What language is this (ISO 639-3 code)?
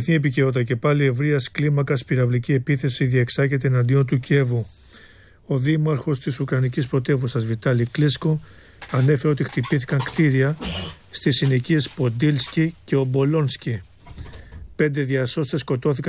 ell